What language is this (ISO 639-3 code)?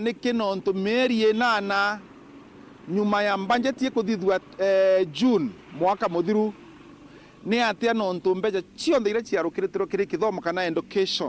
mer